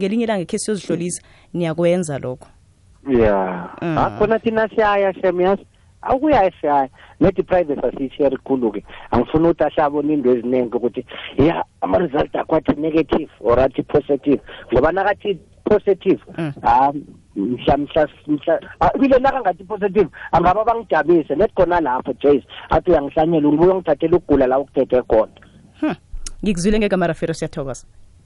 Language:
South Ndebele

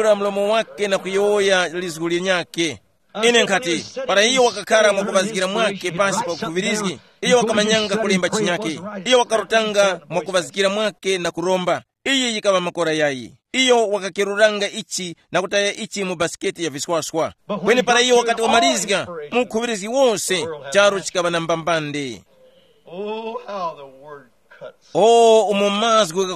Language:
Tumbuka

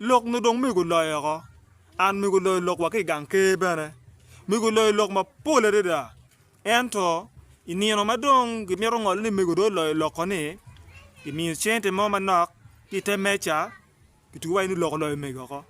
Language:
Acoli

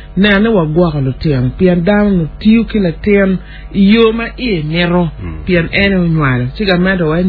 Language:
Acoli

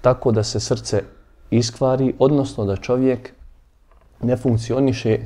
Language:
Bosnian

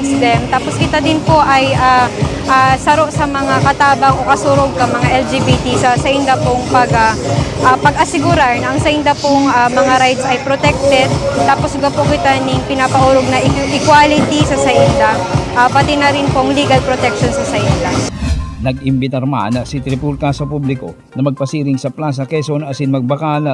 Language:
Bikol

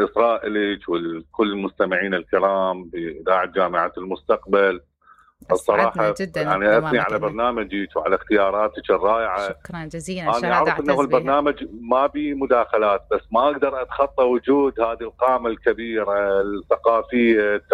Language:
Mesopotamian Arabic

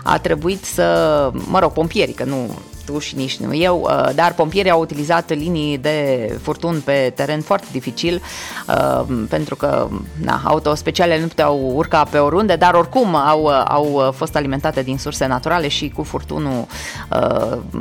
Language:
Romanian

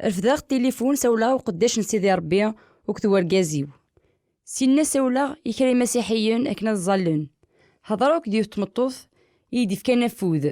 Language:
Kabyle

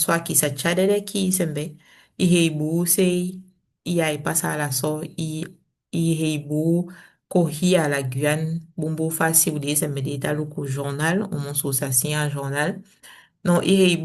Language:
Saramaccan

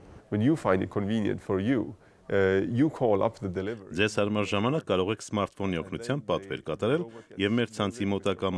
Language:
Armenian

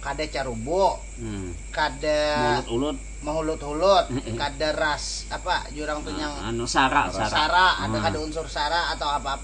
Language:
Banjar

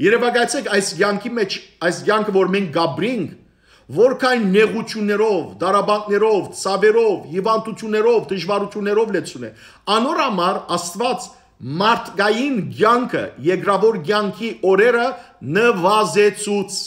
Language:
Western Armenian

